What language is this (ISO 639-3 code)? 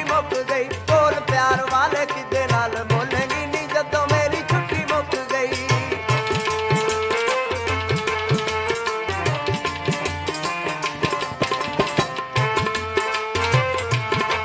pan